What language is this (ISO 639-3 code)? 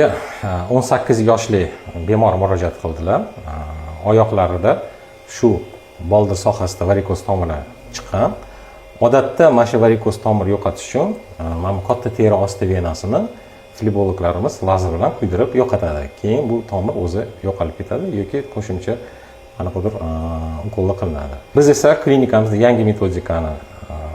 uzb